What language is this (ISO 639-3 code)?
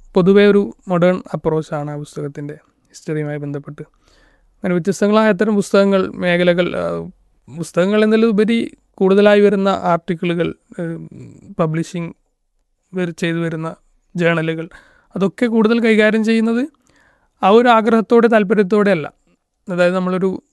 mal